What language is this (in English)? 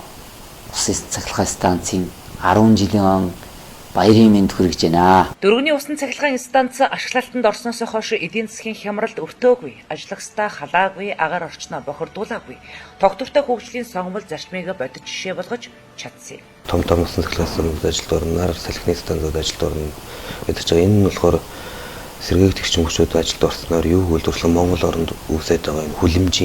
Mongolian